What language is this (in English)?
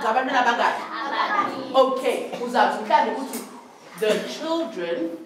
Xhosa